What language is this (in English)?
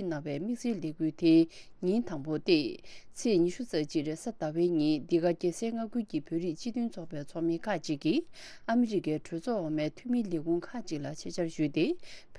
Tibetan